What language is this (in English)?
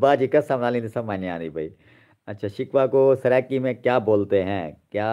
Saraiki